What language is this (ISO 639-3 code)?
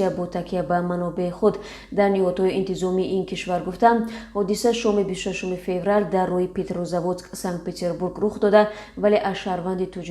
tgk